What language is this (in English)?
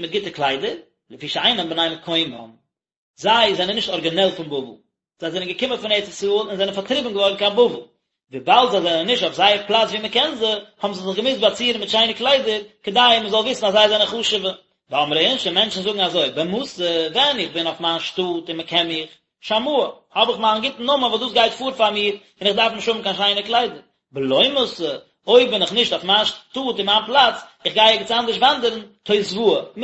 Yiddish